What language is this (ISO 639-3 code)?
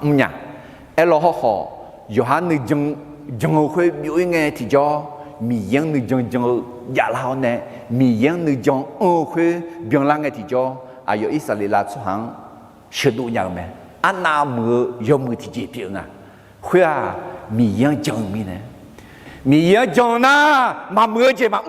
ahk